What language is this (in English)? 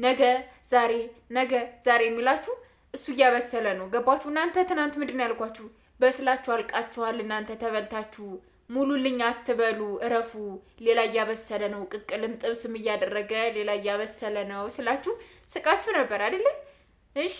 Amharic